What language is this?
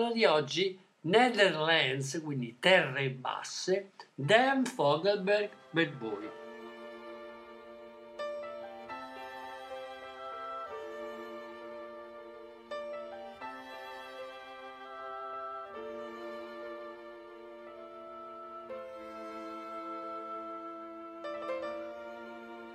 Italian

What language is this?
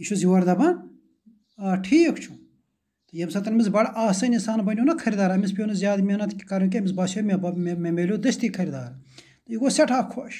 Kashmiri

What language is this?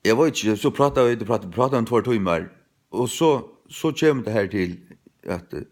Faroese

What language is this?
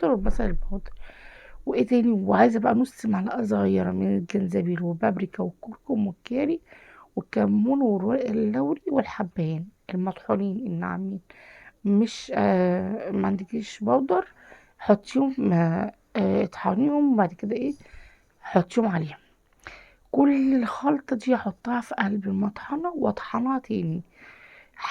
Egyptian Arabic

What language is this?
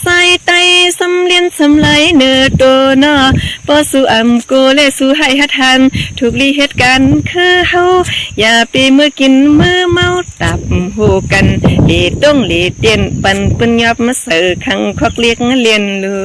Shan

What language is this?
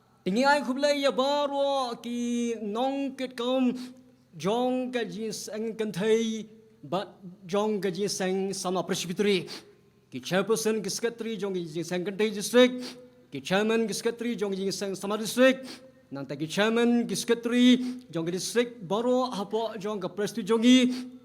Khasi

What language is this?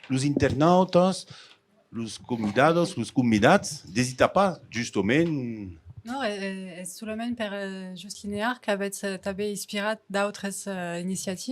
Occitan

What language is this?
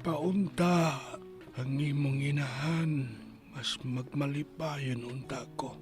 Cebuano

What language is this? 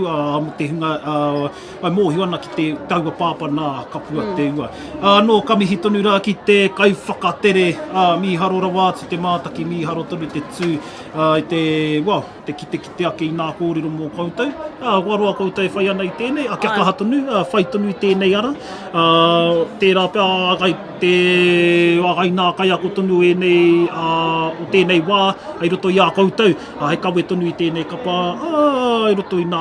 Māori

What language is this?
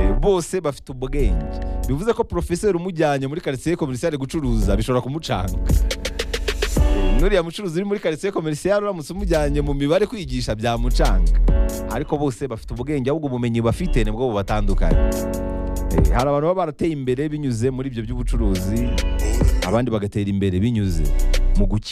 Kinyarwanda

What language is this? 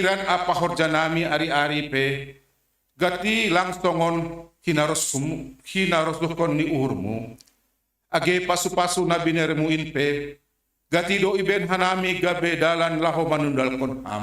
Batak Simalungun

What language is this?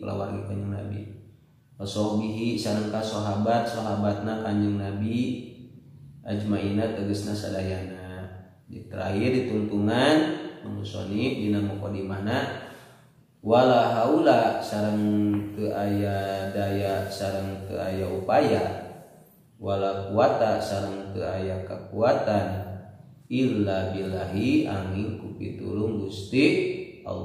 Sundanese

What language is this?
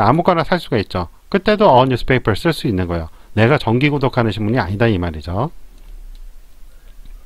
Korean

